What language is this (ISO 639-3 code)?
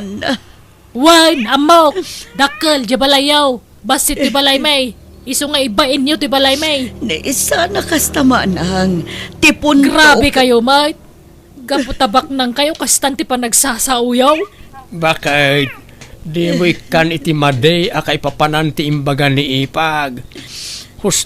ilo